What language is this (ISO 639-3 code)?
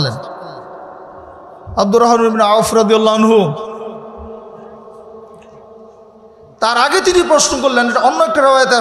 ben